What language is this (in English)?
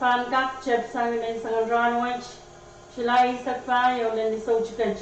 Pohnpeian